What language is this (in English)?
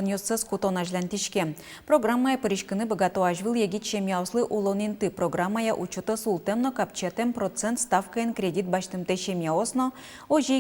Udmurt